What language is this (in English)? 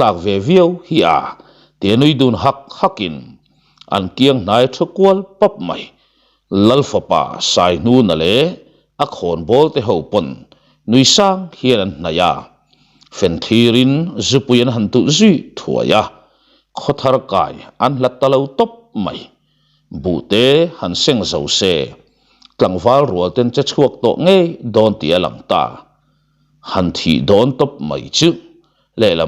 Mizo